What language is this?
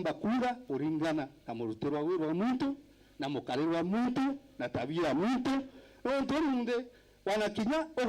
Meru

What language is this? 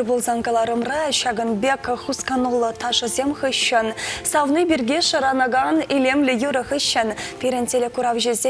Chuvash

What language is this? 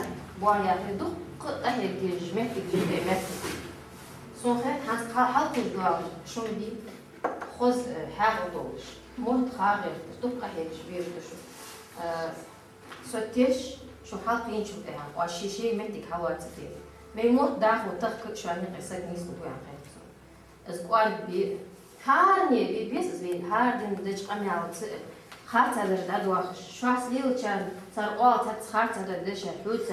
Ingush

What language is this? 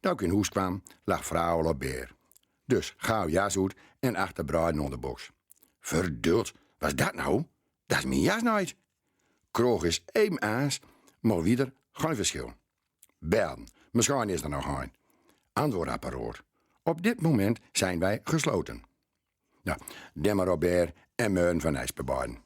Gronings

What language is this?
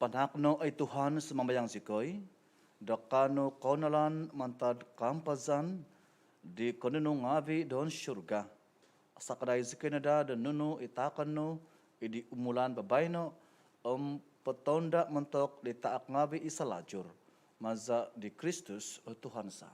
Central Dusun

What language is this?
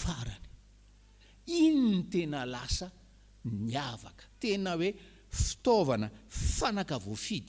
Malagasy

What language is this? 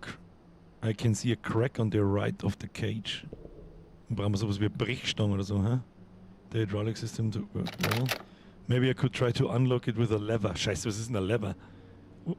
Bavarian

